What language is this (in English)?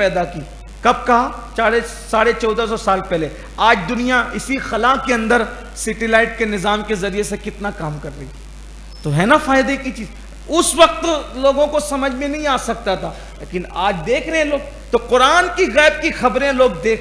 Urdu